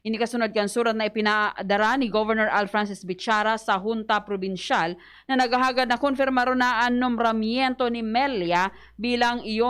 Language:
Bikol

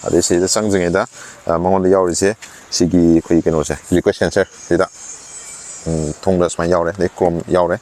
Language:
Manipuri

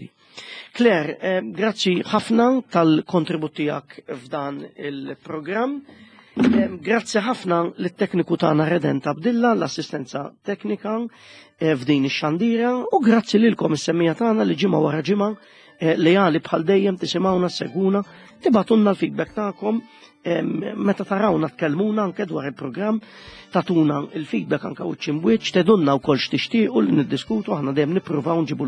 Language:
Maltese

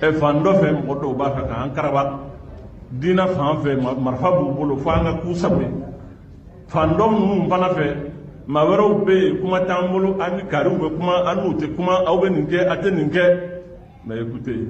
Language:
Bambara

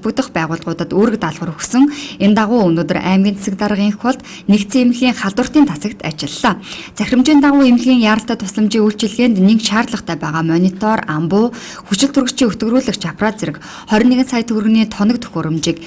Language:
Mongolian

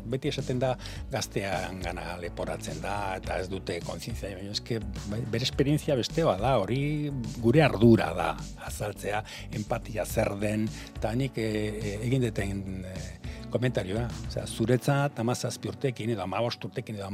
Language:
Basque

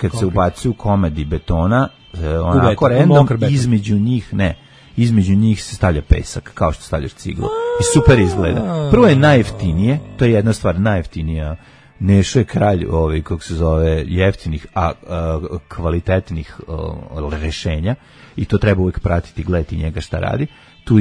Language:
Serbian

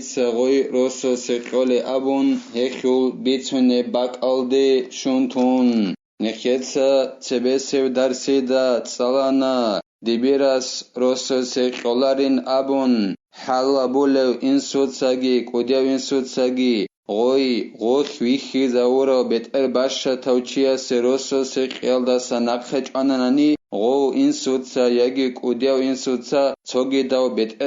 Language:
Avaric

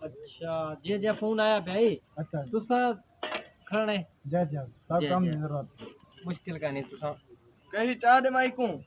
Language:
Saraiki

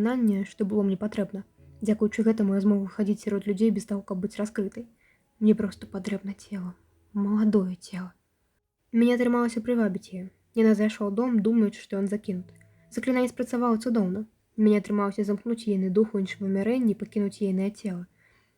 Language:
Belarusian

